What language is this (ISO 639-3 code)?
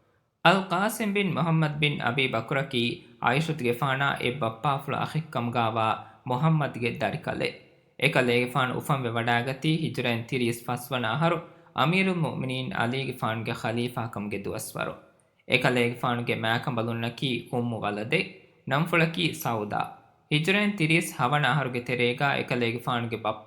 div